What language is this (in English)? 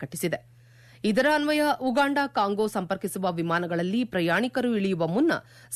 Kannada